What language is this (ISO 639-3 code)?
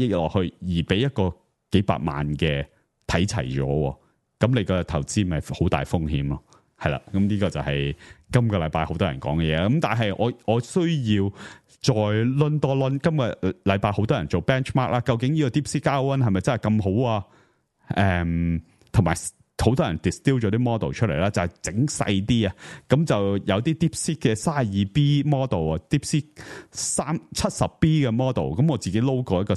yue